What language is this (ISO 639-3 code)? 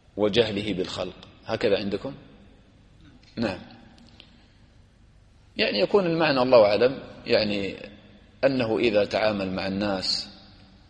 ara